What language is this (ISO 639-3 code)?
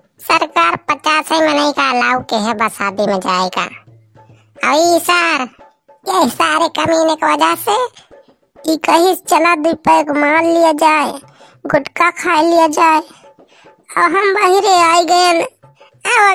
awa